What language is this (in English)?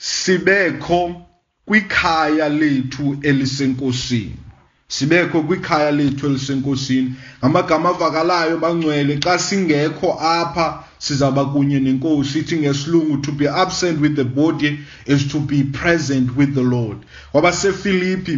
Xhosa